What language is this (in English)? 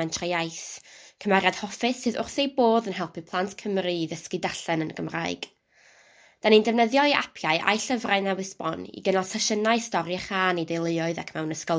Welsh